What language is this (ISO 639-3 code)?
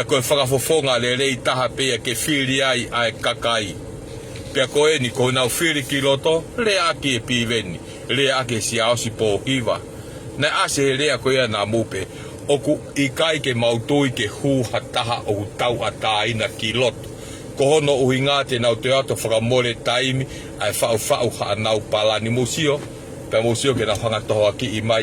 ton